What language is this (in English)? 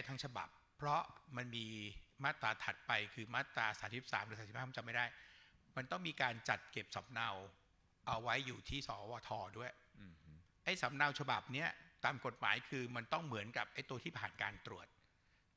Thai